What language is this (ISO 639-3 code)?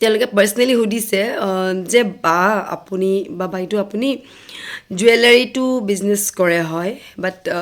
asm